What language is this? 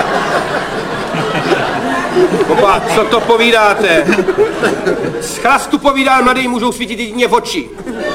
Czech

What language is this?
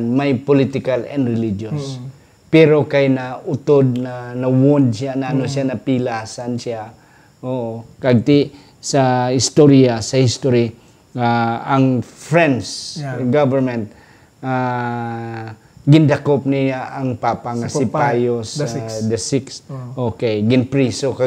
Hiligaynon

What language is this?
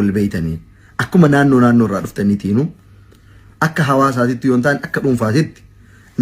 Oromo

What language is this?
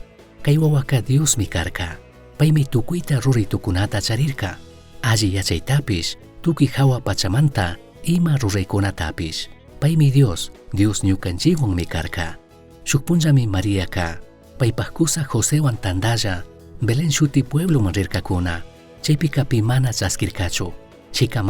Chimborazo Highland Quichua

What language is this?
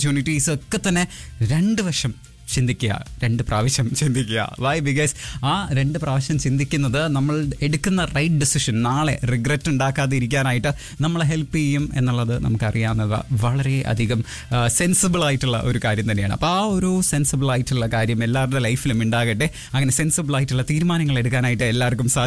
Malayalam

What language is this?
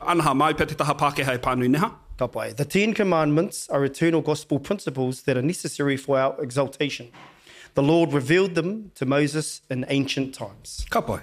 Māori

